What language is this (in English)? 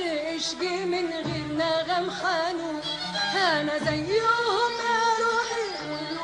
Egyptian Arabic